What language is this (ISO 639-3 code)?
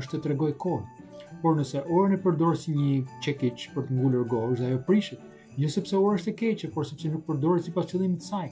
sqi